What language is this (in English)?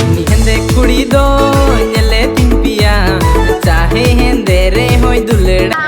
Santali